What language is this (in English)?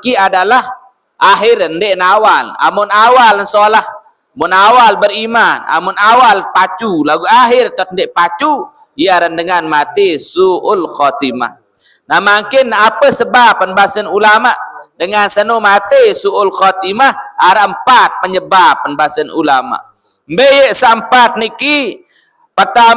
Sasak